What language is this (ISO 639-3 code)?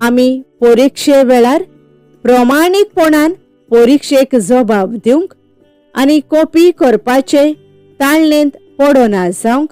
kok